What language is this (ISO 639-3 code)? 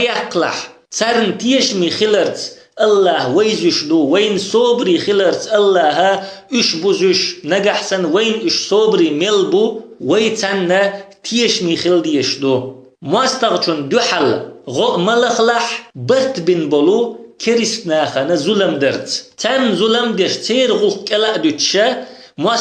che